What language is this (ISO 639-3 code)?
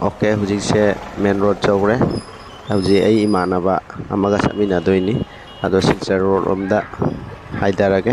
mni